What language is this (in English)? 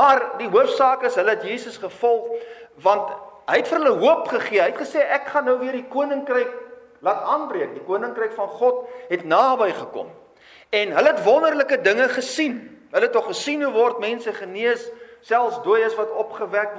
Afrikaans